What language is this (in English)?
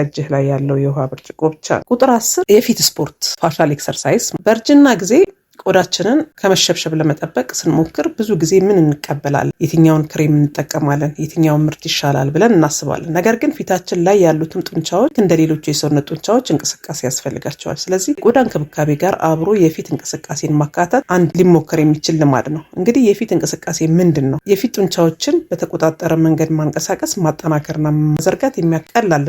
Amharic